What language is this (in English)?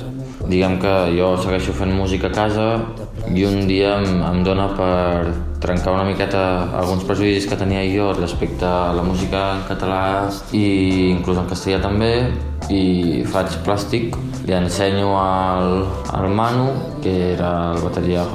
Catalan